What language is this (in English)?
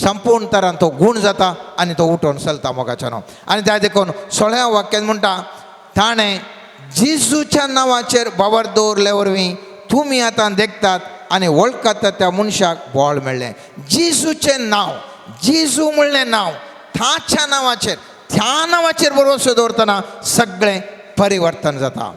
Konkani